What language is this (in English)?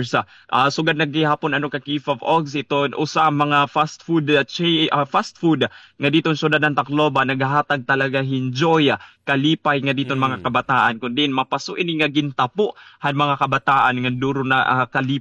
Waray